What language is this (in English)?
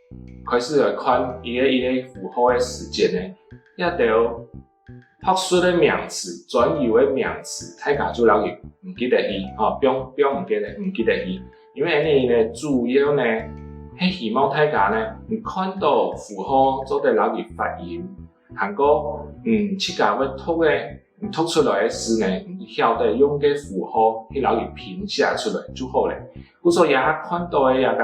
Hakka Chinese